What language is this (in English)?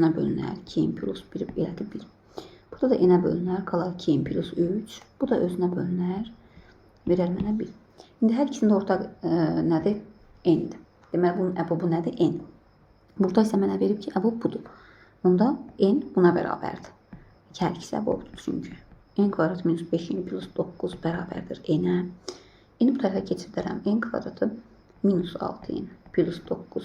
Azerbaijani